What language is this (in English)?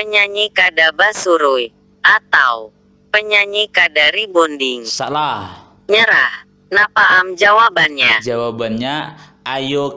Banjar